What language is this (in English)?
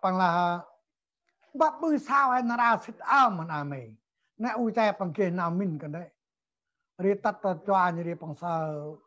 Central Mnong